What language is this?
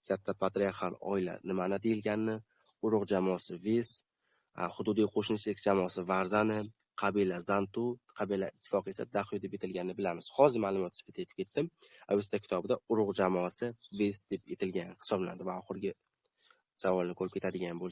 Uzbek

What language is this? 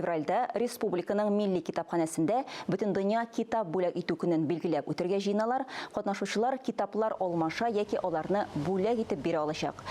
Tatar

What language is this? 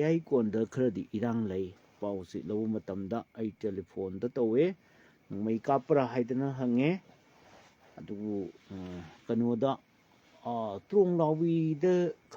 Manipuri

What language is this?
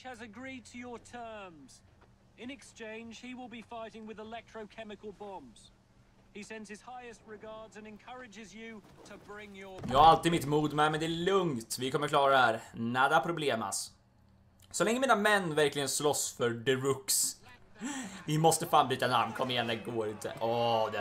Swedish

